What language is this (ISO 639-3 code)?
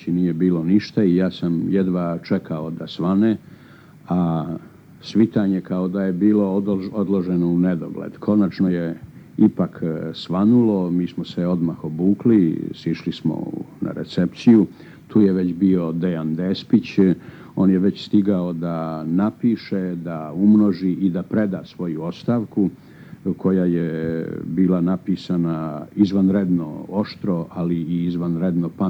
srp